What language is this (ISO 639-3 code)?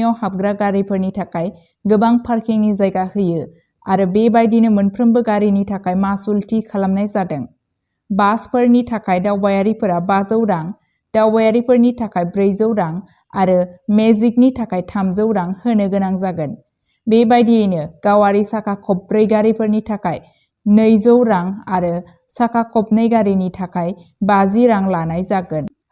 brx